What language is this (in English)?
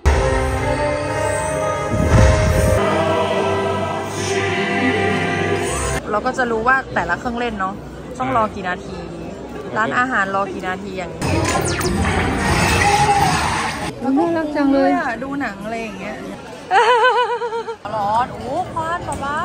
Thai